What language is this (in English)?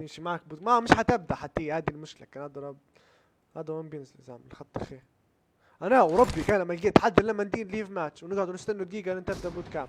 Libyan Arabic